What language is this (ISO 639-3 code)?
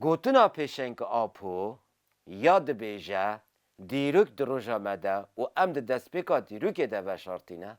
kur